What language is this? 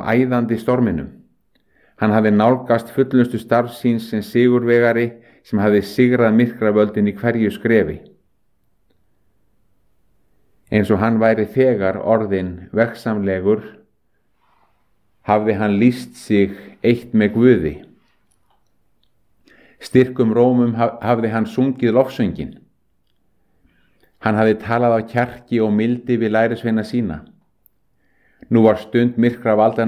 Icelandic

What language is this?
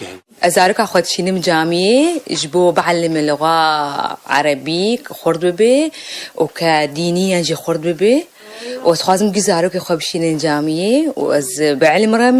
Kurdish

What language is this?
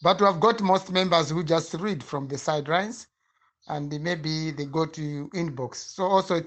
Nyanja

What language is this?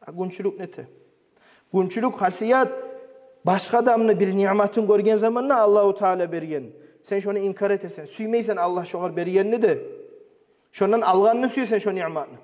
Kumyk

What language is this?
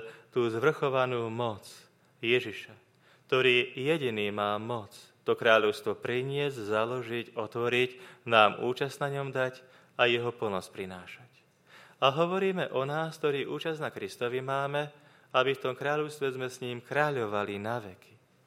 Slovak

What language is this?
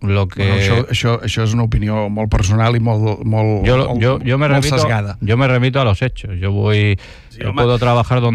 Catalan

